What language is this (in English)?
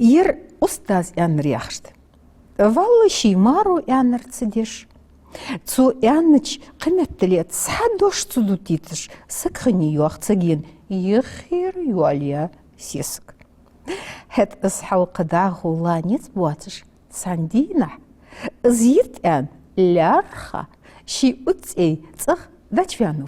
Ingush